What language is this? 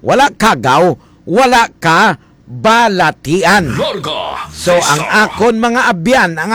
Hiligaynon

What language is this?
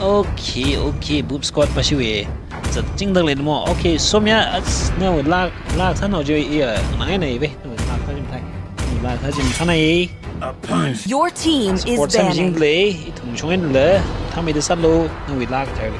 Tangkhul Naga (India)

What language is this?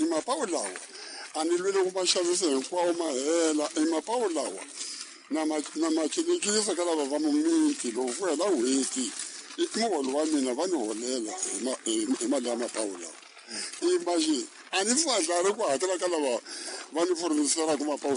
Tsonga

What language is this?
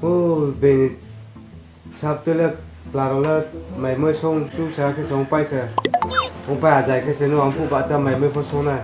Riang (India)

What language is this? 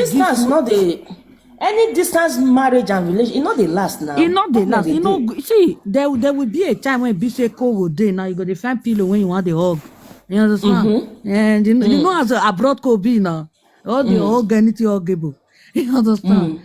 Nigerian Pidgin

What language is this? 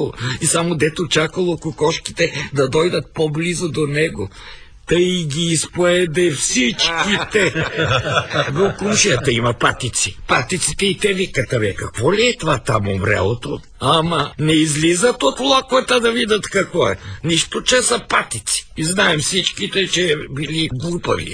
Bulgarian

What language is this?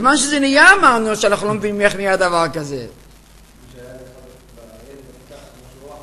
Hebrew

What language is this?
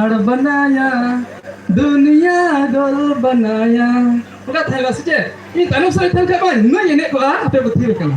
Santali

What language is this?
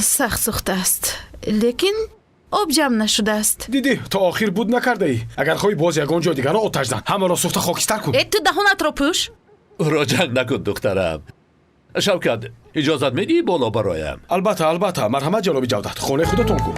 Tajik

